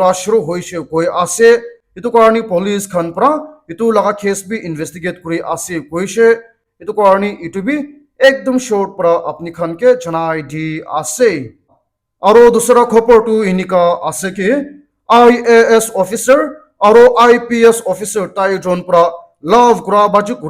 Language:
Naga Pidgin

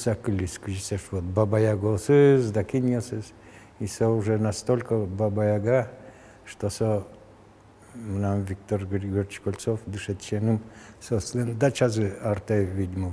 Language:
Udmurt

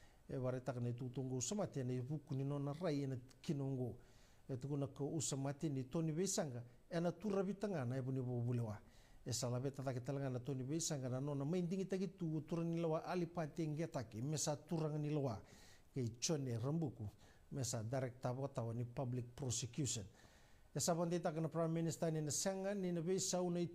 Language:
Fijian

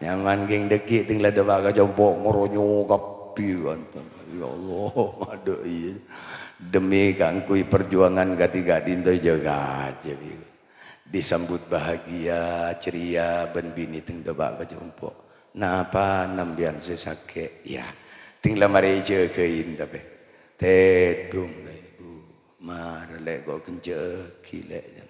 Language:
Madurese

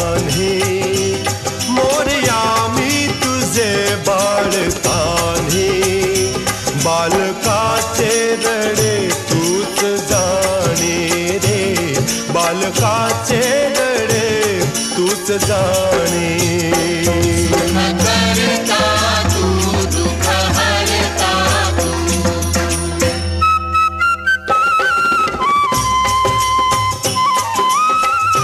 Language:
Marathi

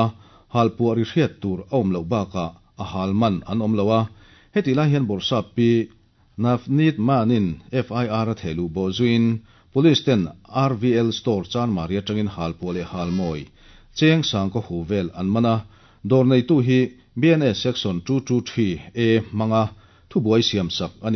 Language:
Mizo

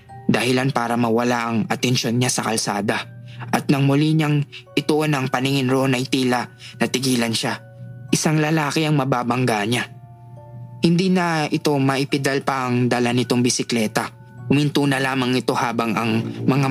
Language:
Filipino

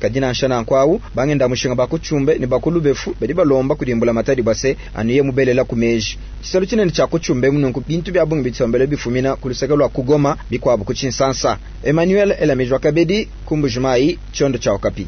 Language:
Luba-Lulua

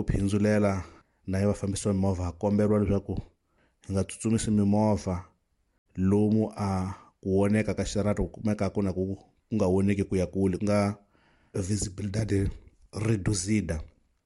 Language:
Tsonga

